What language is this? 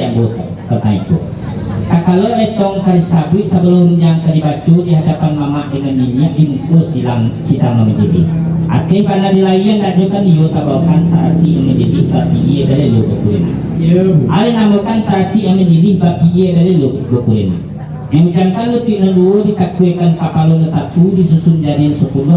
Minangkabau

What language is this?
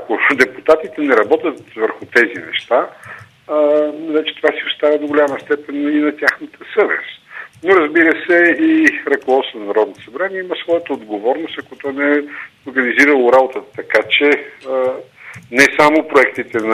Bulgarian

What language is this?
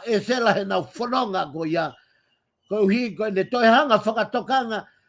Tongan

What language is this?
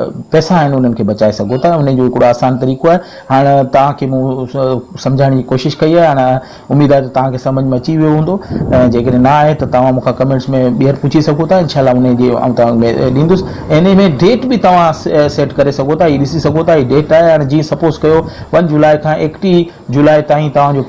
Sindhi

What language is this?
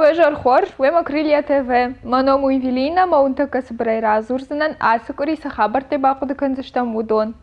Ossetic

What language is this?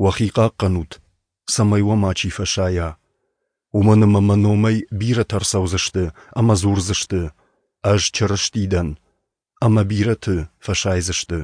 Ossetic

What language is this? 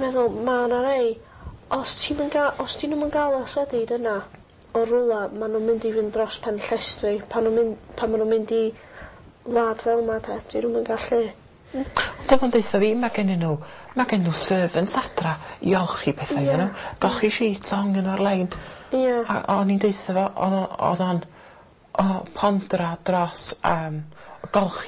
Welsh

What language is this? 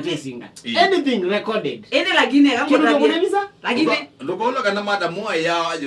Kamba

